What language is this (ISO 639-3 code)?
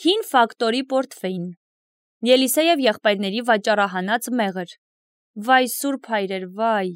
hye